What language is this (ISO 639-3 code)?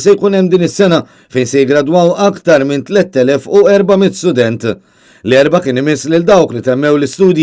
mlt